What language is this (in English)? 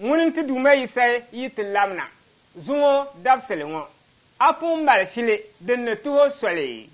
Dagbani